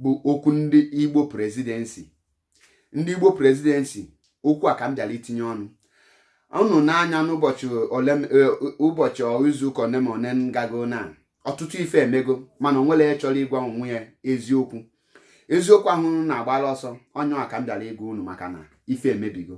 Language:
Igbo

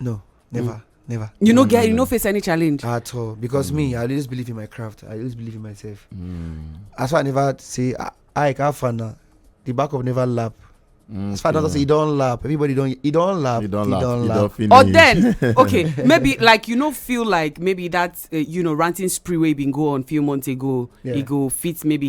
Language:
Nigerian Pidgin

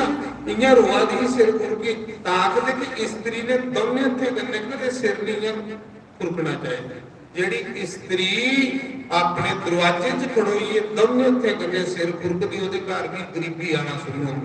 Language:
Dogri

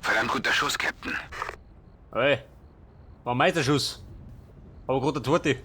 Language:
Bavarian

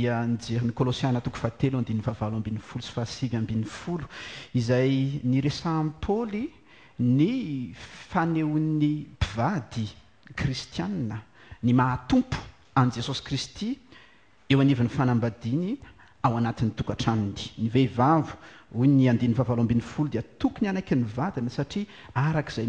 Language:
Malagasy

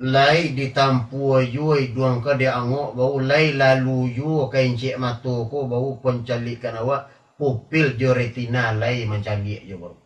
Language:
Minangkabau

